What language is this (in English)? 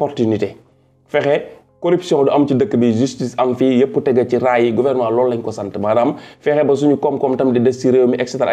Wolof